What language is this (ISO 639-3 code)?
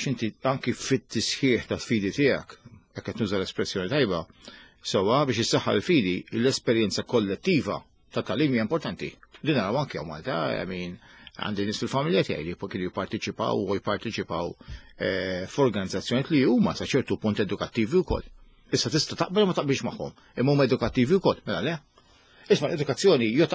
mlt